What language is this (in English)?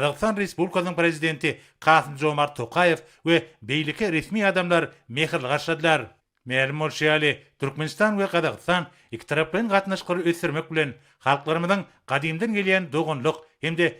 Turkmen